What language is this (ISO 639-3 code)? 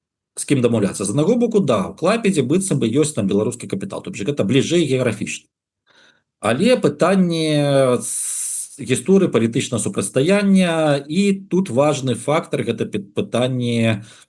bel